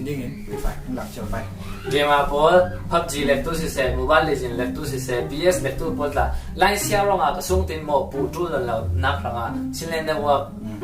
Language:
Falam Chin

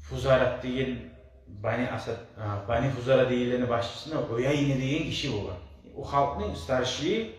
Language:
Kumyk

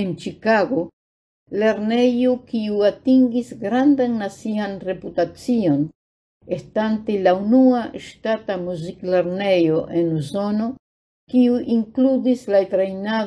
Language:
Esperanto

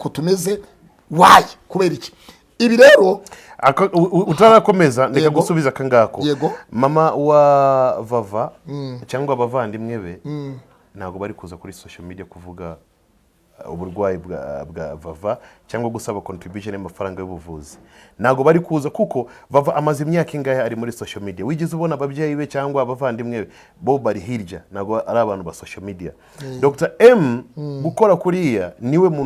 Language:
Kinyarwanda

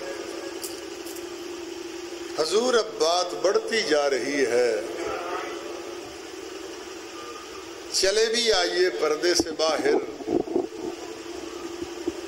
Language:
Urdu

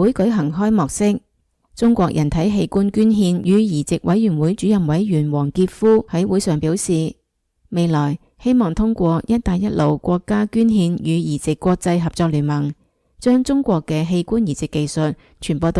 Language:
Cantonese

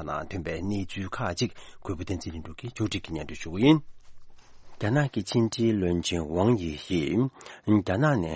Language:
Tibetan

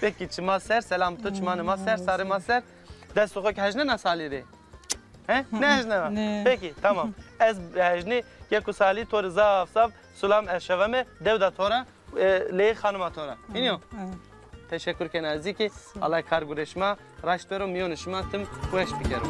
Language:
Zaza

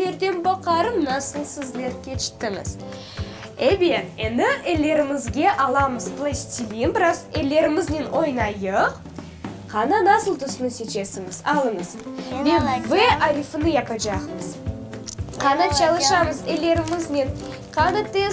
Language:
Crimean Tatar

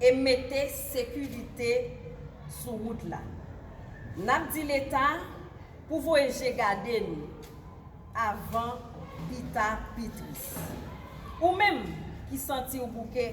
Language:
Haitian Creole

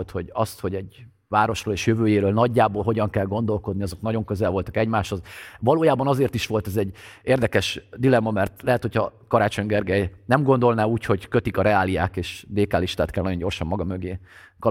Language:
Hungarian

